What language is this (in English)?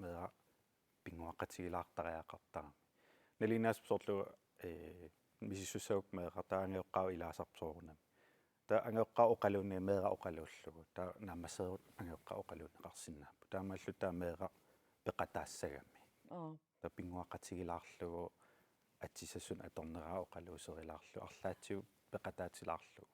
Kalaallisut